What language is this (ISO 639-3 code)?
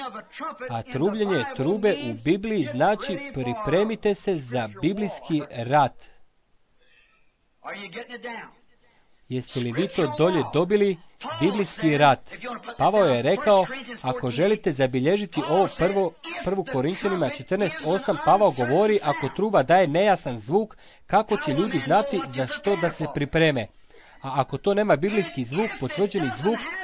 hrv